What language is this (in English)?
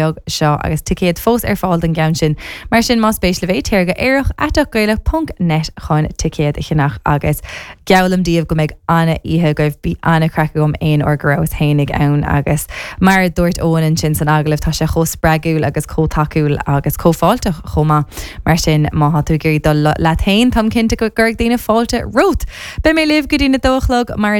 Irish